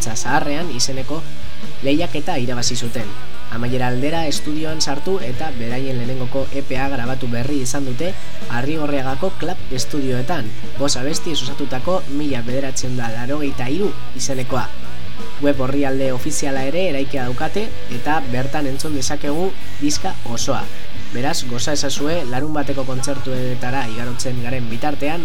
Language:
Basque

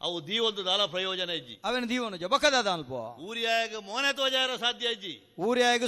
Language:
Tulu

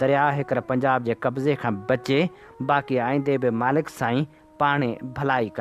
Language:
Sindhi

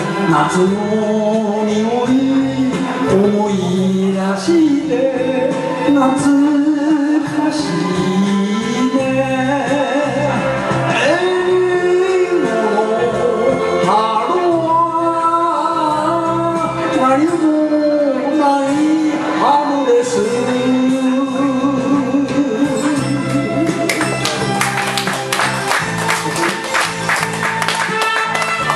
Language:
Japanese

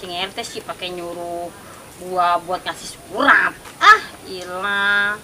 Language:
Betawi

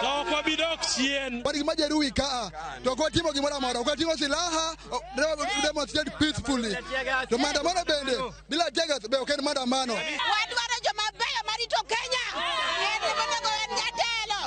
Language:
Luo (Kenya and Tanzania)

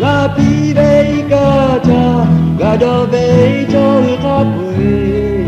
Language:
Lahu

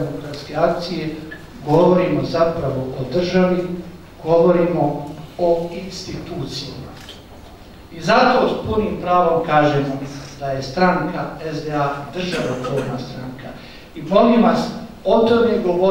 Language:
Bosnian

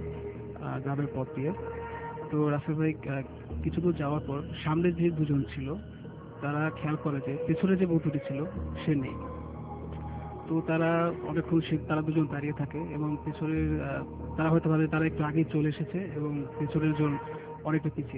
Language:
Bangla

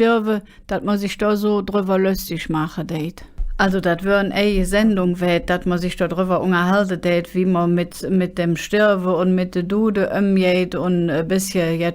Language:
Colognian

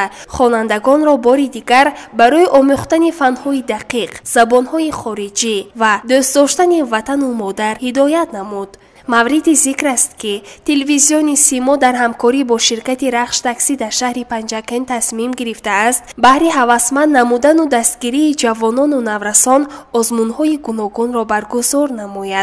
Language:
Tajik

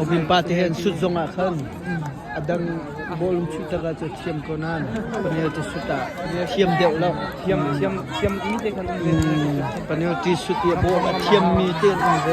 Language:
Hakha Chin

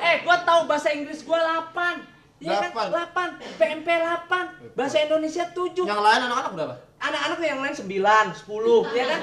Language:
Betawi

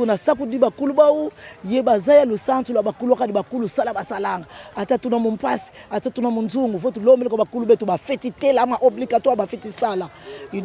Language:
Kongo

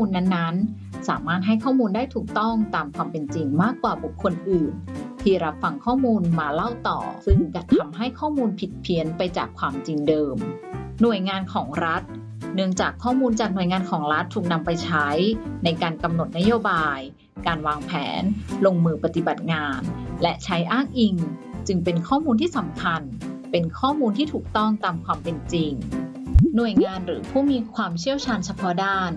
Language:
Thai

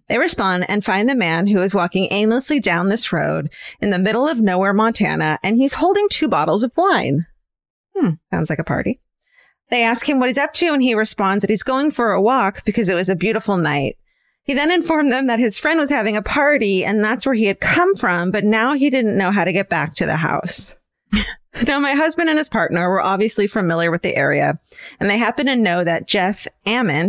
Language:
English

